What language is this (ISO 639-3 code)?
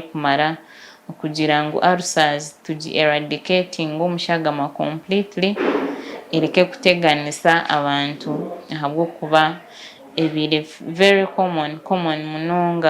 nyn